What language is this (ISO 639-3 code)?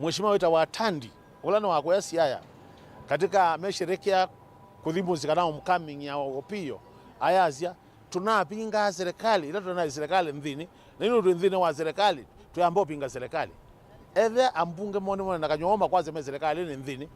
kam